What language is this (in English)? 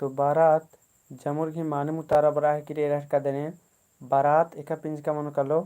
Kurukh